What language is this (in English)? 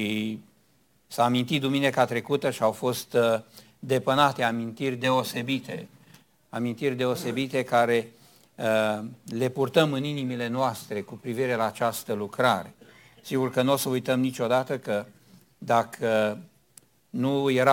Romanian